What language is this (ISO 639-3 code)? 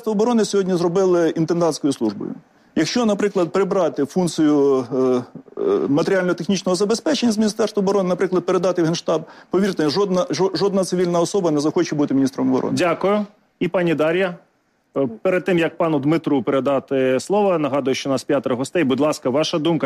ukr